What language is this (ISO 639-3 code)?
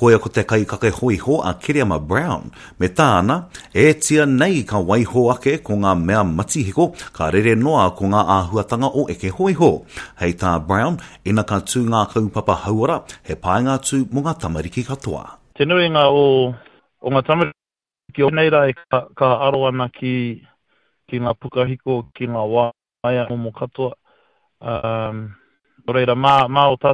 mri